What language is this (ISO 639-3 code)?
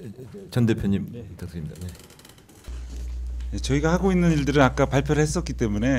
kor